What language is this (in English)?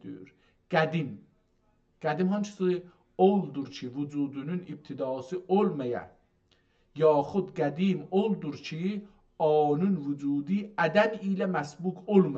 South Azerbaijani